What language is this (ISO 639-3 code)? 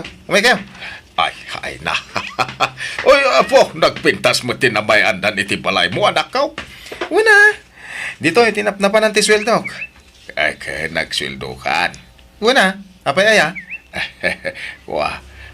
ilo